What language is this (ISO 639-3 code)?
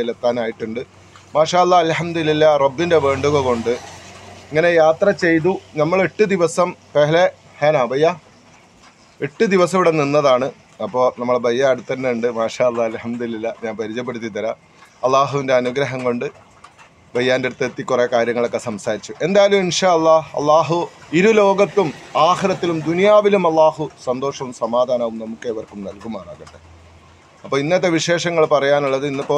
mal